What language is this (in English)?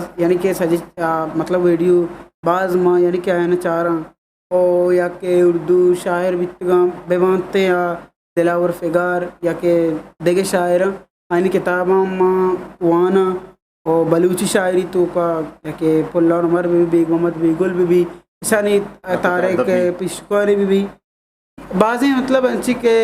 Eastern Balochi